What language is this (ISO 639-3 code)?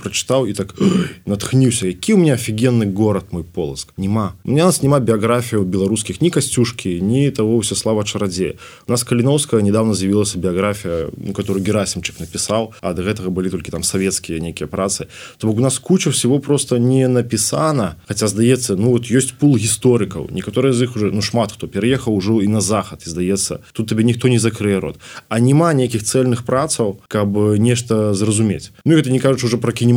bel